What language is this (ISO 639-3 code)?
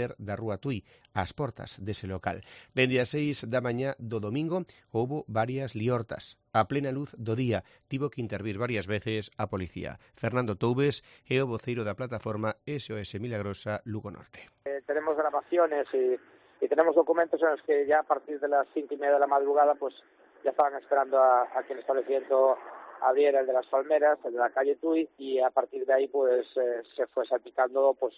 glg